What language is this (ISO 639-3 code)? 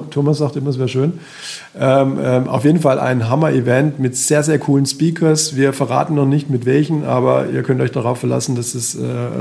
deu